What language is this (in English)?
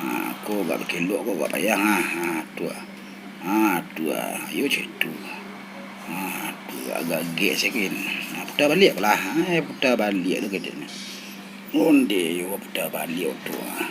Minangkabau